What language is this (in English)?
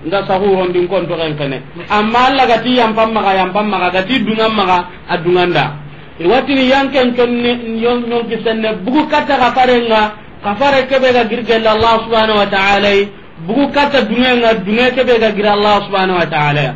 Soninke